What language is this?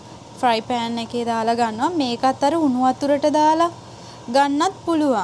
Sinhala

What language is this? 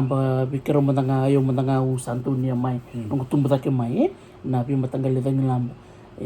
Fijian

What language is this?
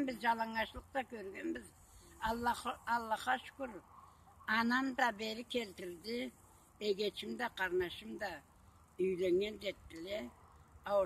Karachay-Balkar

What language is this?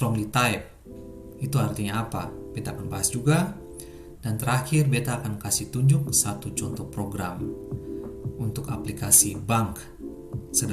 Ambonese Malay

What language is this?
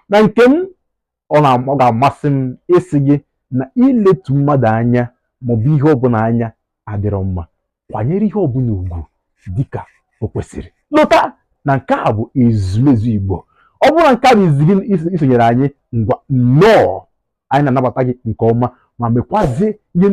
Igbo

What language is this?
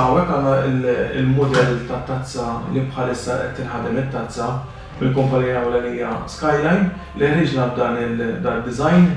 Maltese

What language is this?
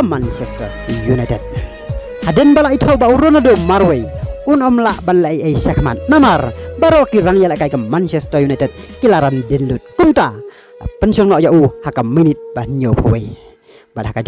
Khasi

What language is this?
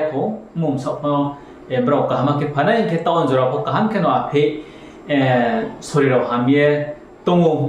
Riang (India)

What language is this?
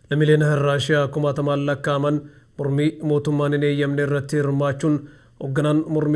Oromo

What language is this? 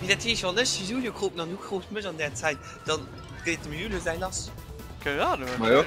Luxembourgish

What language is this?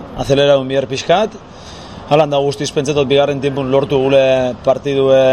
Basque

